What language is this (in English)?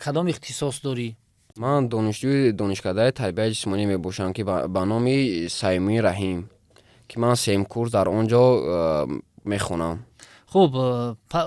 Tajik